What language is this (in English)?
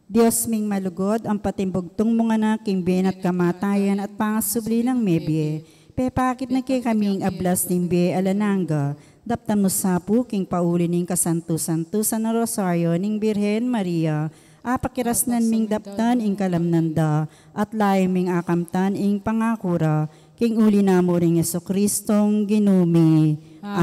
Pampanga